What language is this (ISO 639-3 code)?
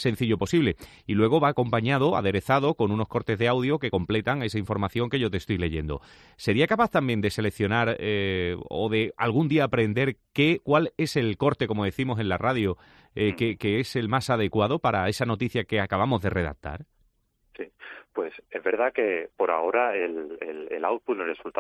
spa